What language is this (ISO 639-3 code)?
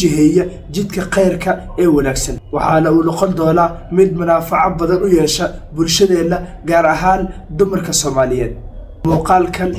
som